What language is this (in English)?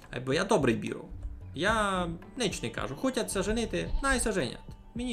Rusyn